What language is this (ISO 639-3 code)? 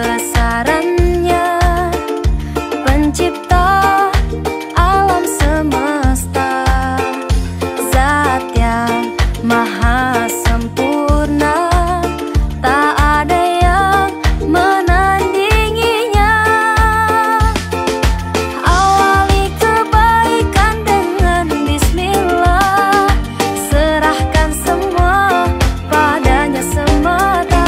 ind